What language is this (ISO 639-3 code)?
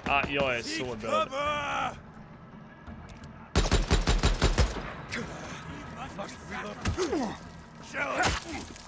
swe